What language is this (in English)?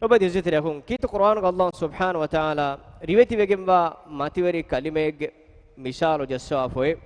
Divehi